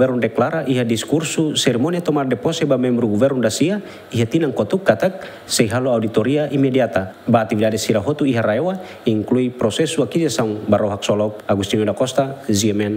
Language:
Tetum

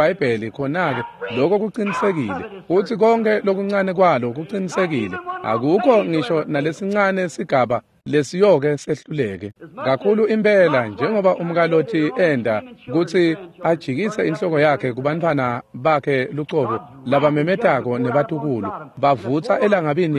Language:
Swati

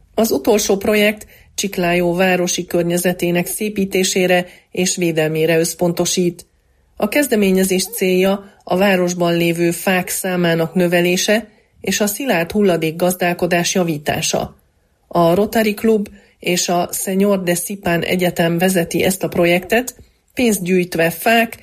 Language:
Hungarian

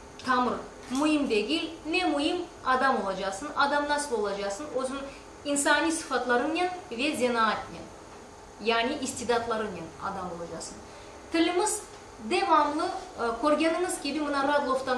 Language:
Crimean Tatar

